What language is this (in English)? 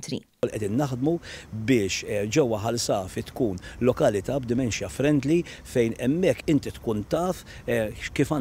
Maltese